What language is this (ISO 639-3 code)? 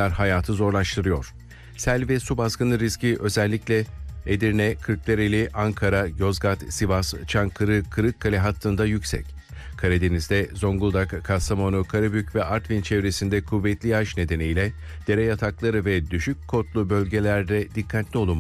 tur